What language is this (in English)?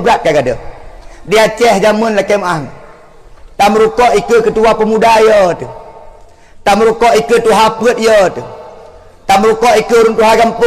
Achinese